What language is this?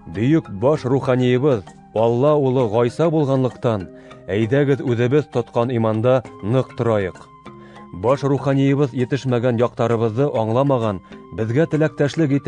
Bashkir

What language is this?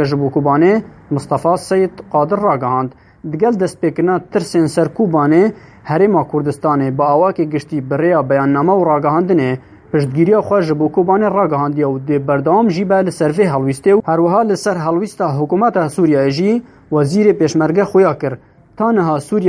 Kurdish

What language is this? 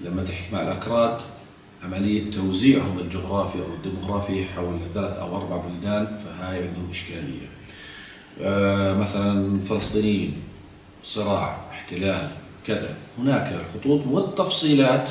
South Levantine Arabic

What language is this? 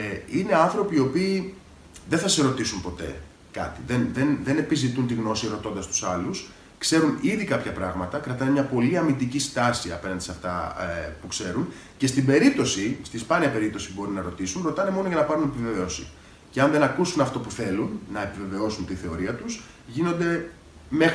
Greek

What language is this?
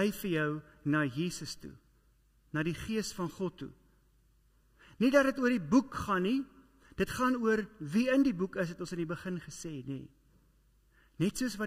Afrikaans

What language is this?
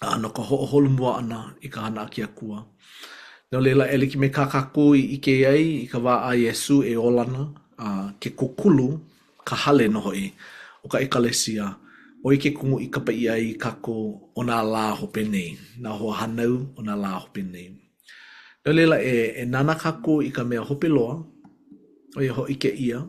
Hawaiian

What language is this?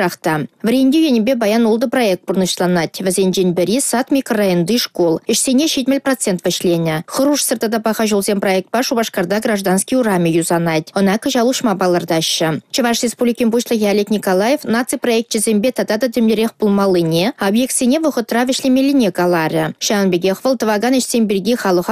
Chuvash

